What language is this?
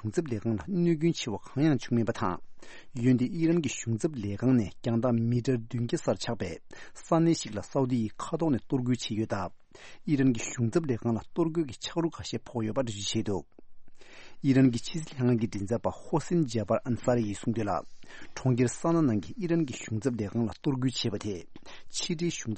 Tibetan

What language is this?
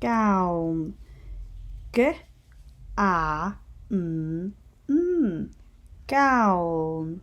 Scottish Gaelic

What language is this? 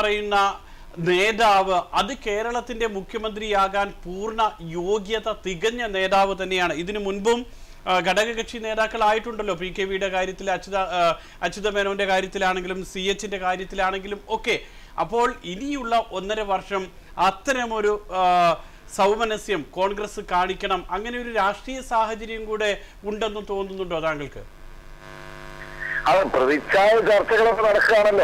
Malayalam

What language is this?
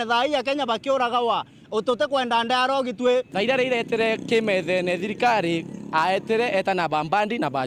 Meru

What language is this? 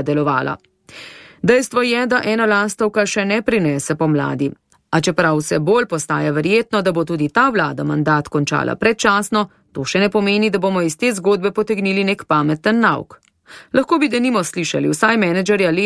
Slovenian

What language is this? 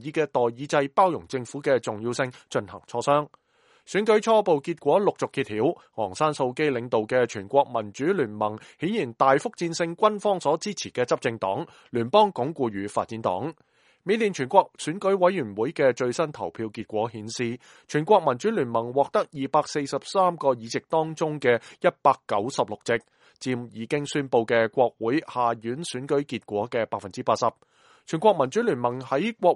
Cantonese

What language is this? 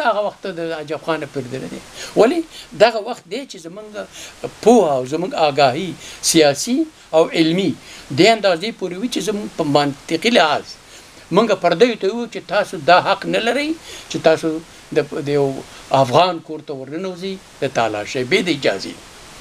Pashto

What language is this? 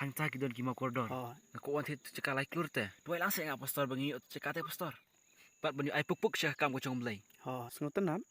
Khasi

